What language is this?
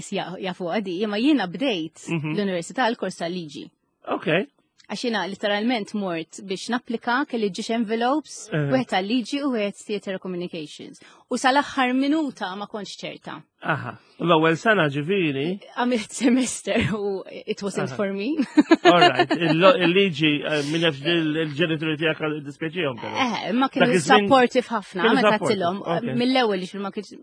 Maltese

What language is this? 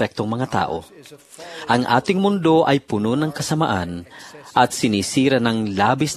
Filipino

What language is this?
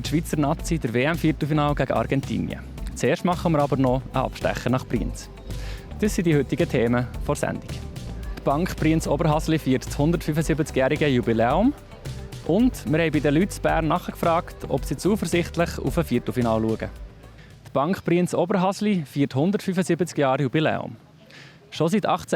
Swiss German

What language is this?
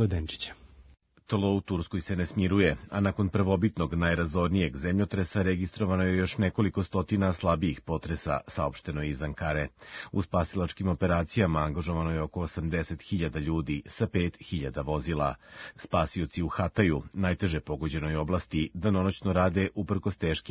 Serbian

